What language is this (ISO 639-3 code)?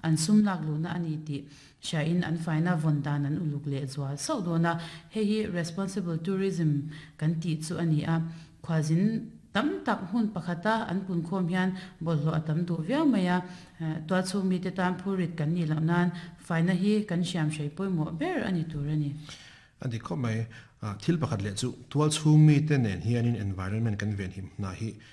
lus